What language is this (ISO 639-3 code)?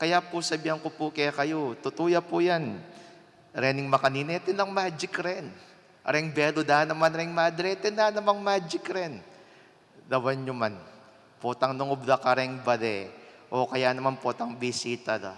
pam